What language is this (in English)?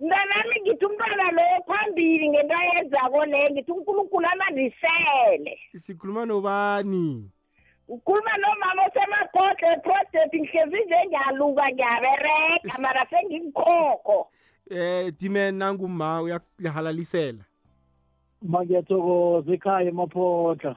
South Ndebele